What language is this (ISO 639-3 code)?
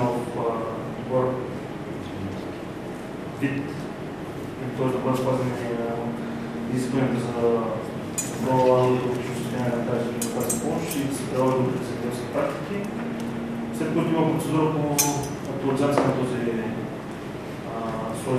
bul